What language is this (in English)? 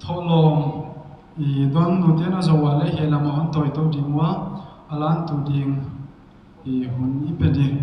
Paite Chin